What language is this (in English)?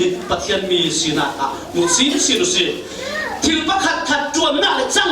Falam Chin